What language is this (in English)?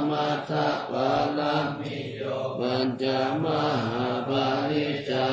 Pali